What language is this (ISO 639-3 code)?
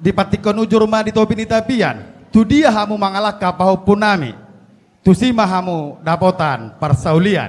bbc